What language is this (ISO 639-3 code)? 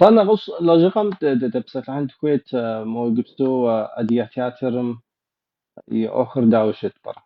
kbd